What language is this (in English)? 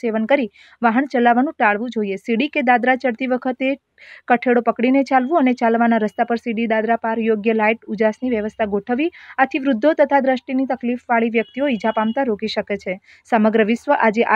Gujarati